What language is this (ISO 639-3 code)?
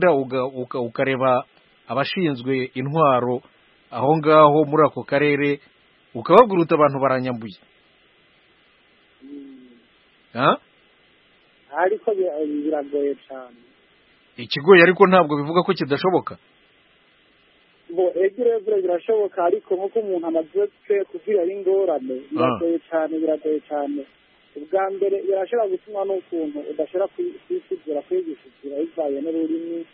kin